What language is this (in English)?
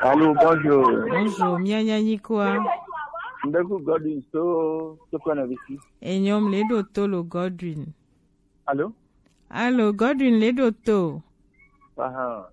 Gen